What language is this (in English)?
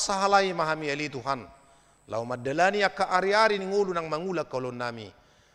Batak Toba